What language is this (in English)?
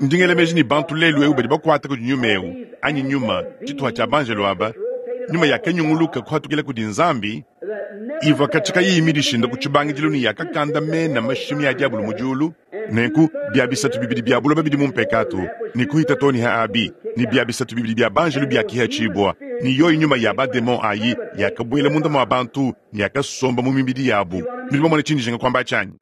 Luba-Lulua